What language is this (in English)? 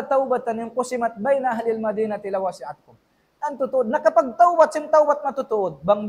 Tausug